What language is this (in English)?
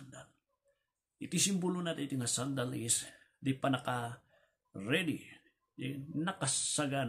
Iloko